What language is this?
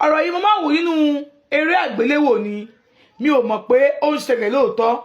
Yoruba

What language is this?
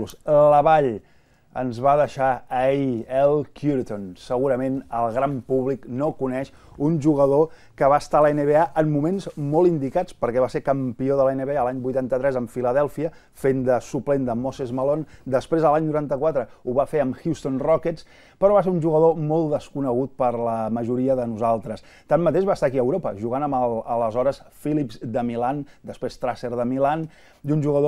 Catalan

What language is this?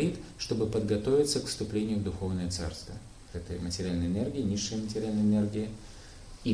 Russian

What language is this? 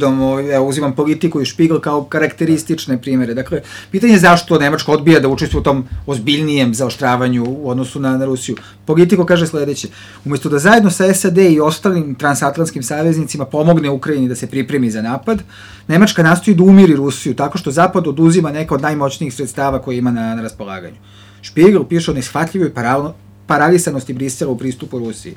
Serbian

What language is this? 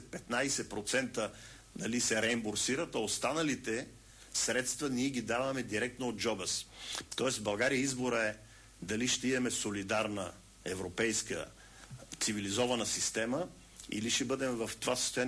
Bulgarian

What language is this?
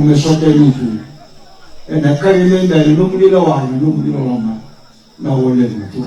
Fijian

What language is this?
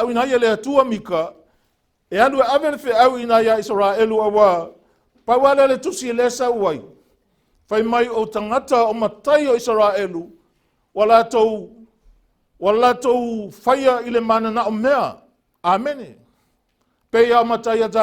Samoan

